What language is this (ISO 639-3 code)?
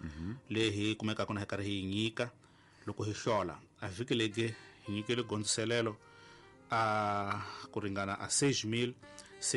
tso